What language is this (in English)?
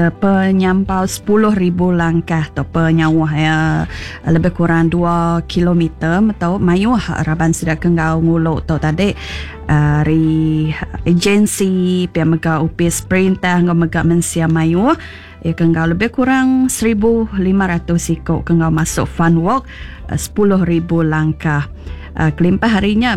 Iban